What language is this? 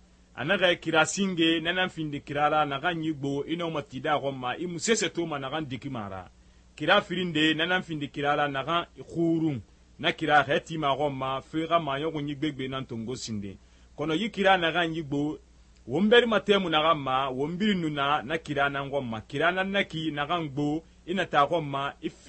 Susu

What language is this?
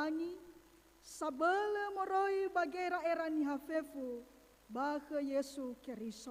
Nias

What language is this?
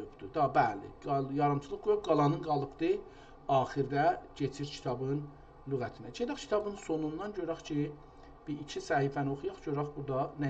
South Azerbaijani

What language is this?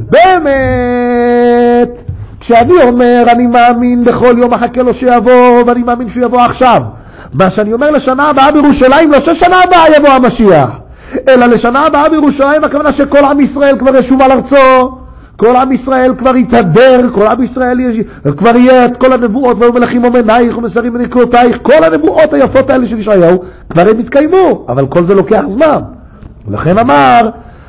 Hebrew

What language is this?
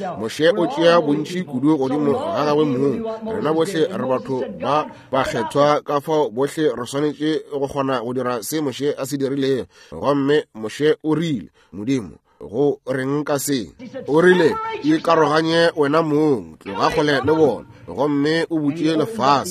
Northern Sotho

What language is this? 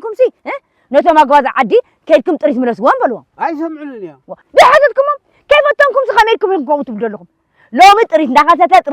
Tigrinya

